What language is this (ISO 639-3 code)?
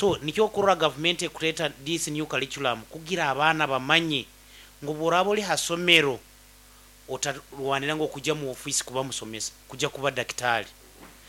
nyo